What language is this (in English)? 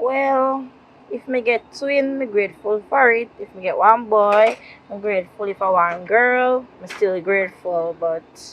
Jamaican Creole English